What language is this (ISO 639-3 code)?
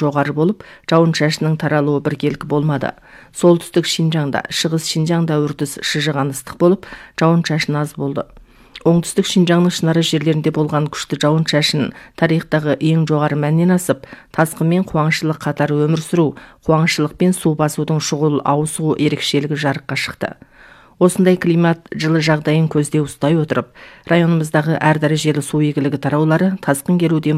kaz